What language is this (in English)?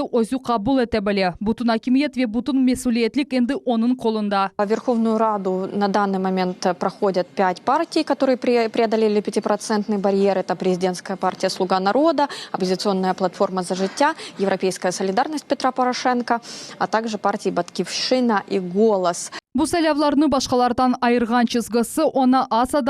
Crimean Tatar